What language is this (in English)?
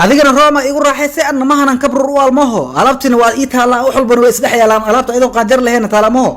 Somali